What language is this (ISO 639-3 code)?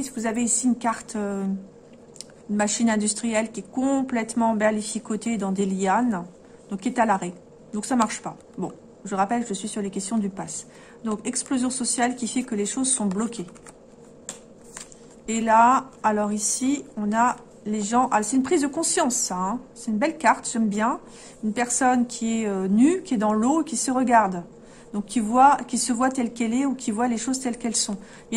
fra